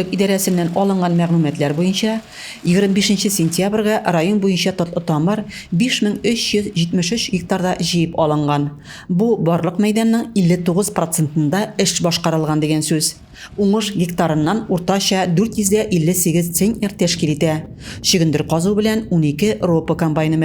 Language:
Tatar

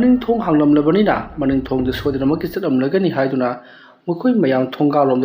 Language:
Manipuri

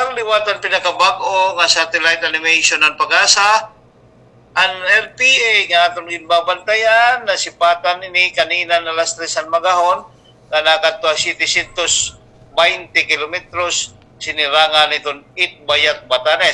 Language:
Waray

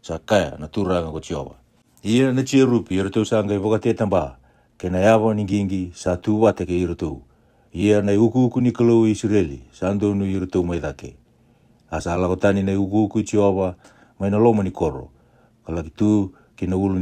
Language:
Fijian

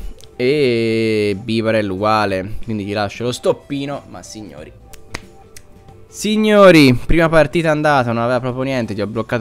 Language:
Italian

